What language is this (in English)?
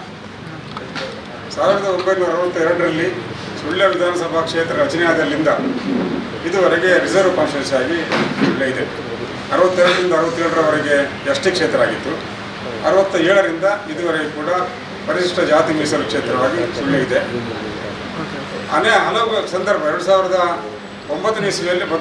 Kannada